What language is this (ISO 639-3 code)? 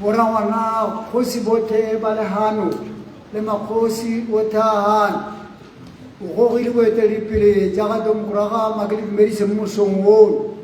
tsn